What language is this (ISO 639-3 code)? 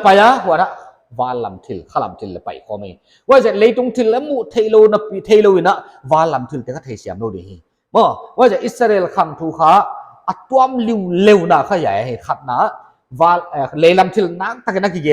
pck